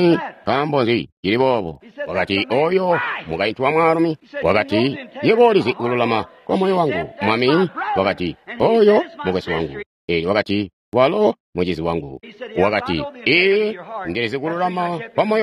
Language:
Tonga (Zambia)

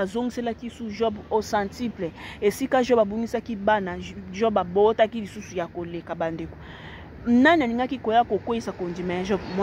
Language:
Lingala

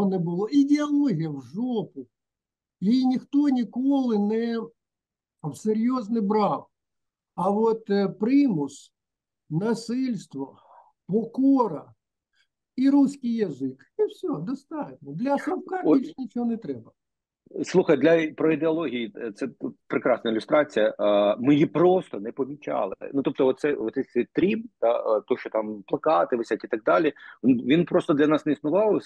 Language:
Ukrainian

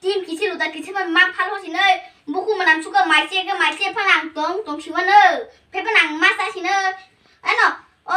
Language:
Kok Borok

